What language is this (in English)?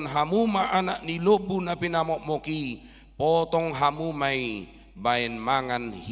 Batak Toba